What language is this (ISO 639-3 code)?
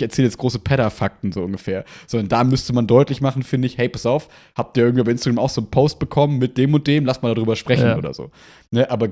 deu